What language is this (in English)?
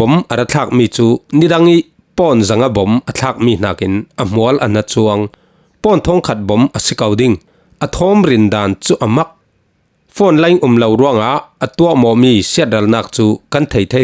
Falam Chin